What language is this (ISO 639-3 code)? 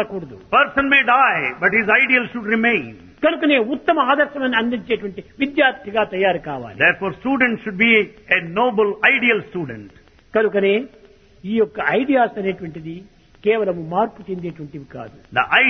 tel